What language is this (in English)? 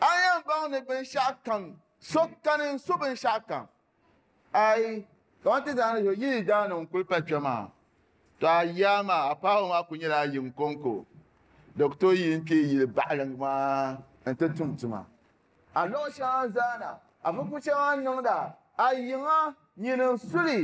Dagbani